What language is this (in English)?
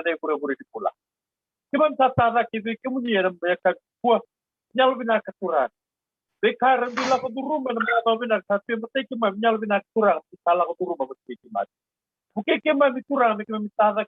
Fijian